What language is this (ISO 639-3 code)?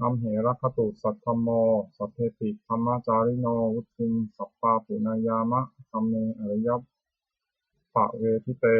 pli